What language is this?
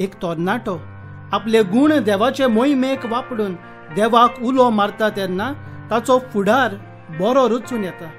Konkani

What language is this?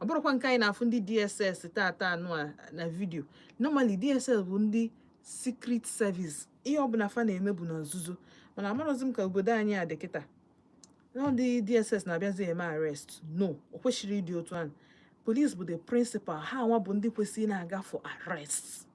Igbo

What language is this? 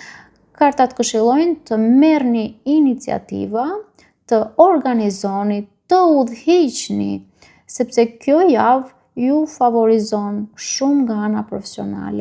Albanian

